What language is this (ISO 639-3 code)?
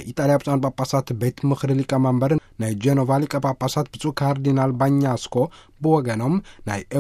tir